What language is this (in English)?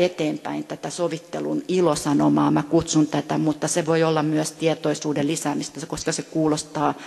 Finnish